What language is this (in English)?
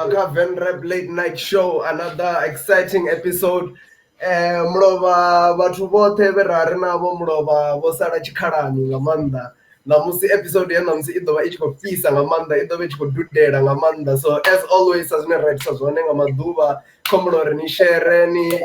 Venda